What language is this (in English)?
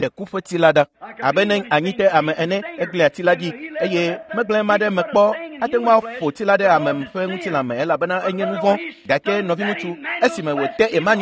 Ewe